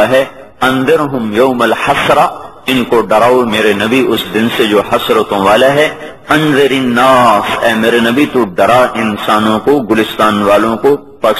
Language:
Urdu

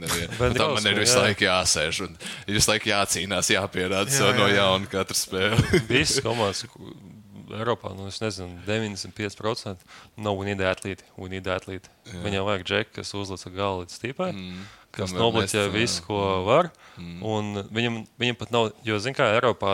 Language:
Latvian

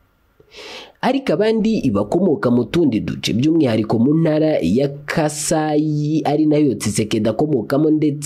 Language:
Kinyarwanda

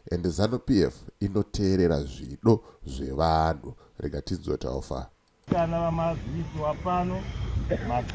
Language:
Shona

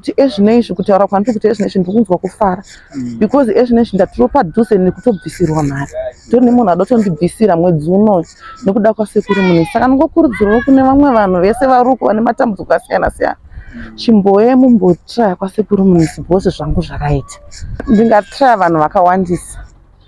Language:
Shona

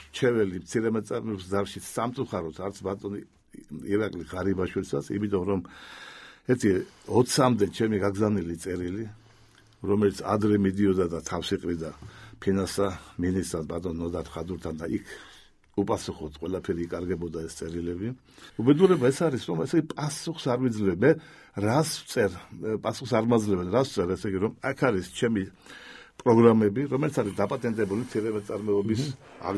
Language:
Georgian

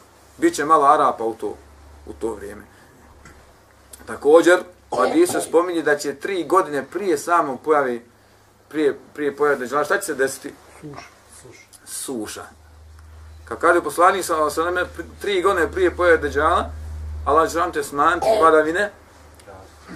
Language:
Bosnian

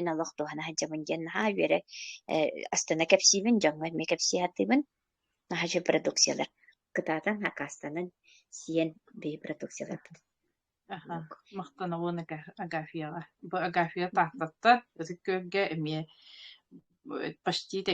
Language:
Yakut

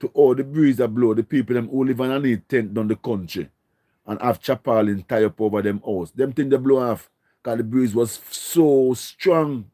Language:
Jamaican Creole English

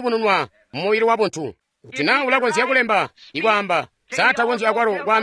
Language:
Tonga (Zambia)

